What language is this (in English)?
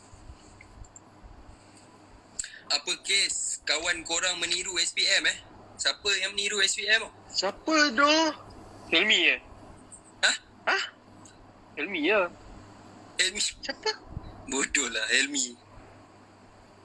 Malay